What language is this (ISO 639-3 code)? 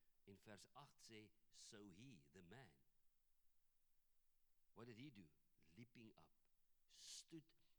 afr